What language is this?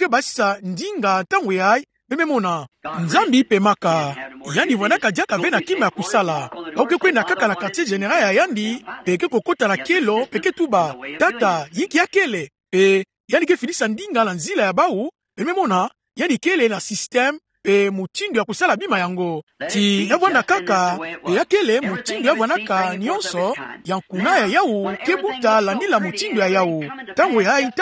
Kituba (Democratic Republic of Congo)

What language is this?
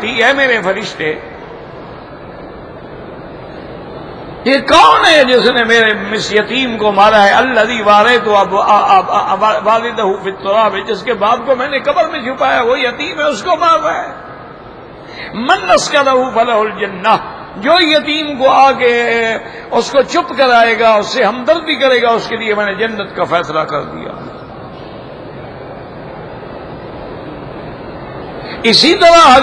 Urdu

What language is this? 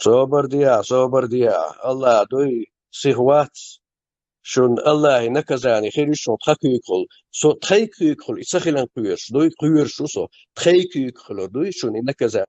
Chechen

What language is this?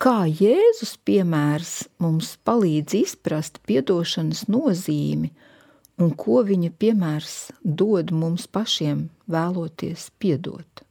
Latvian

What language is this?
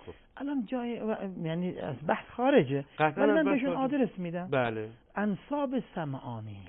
Persian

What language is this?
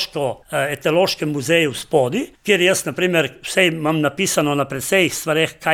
Slovenian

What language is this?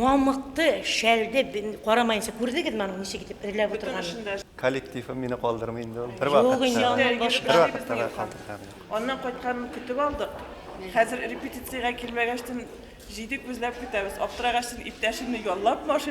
Bashkir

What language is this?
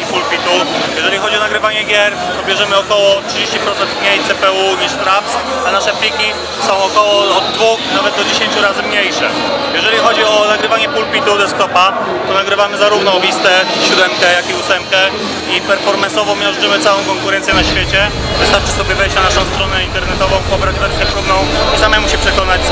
Polish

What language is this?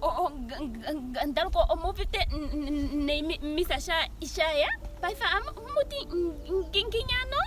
Ndonga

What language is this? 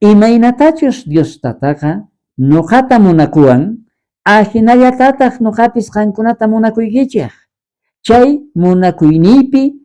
South Bolivian Quechua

